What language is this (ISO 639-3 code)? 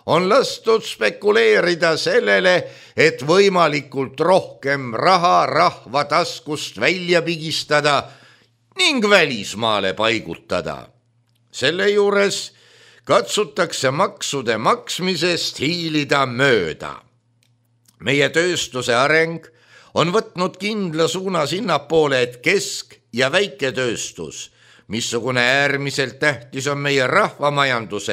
est